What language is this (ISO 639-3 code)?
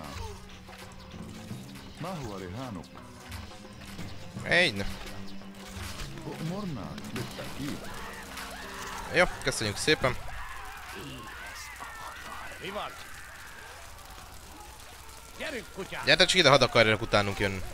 hun